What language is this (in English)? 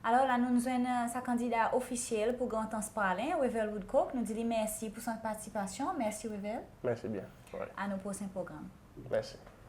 Seselwa Creole French